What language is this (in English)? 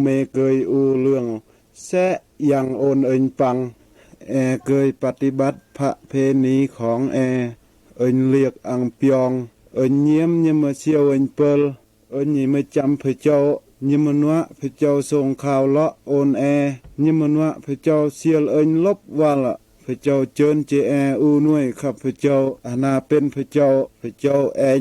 Mal